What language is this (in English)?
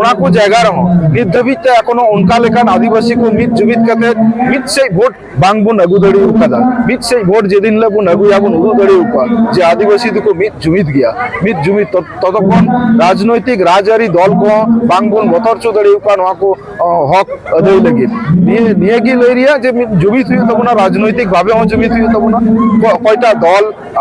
Santali